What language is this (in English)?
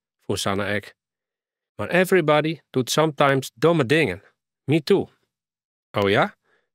Western Frisian